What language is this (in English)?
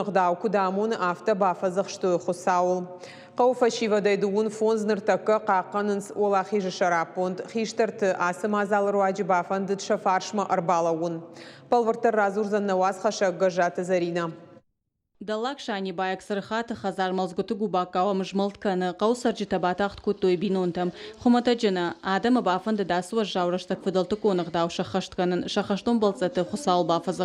Ossetic